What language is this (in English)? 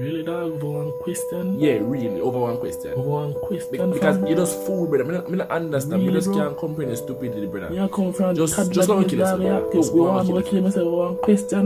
Jamaican Creole English